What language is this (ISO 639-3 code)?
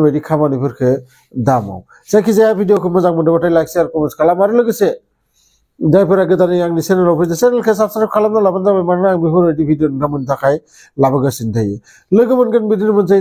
brx